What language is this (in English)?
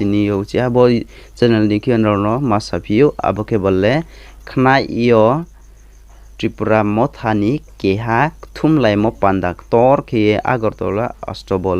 Riang (India)